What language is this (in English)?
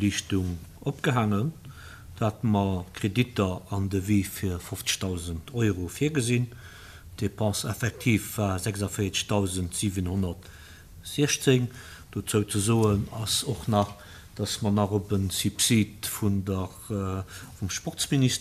Luxembourgish